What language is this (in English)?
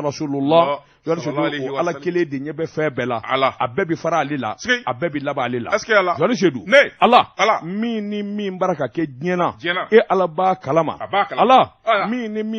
Bambara